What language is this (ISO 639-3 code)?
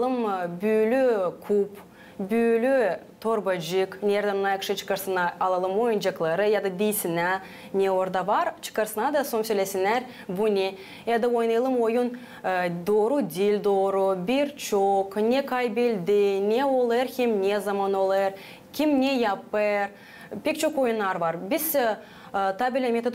gag